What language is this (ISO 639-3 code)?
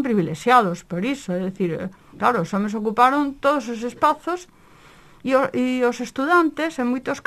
glg